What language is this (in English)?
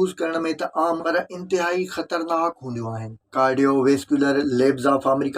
Sindhi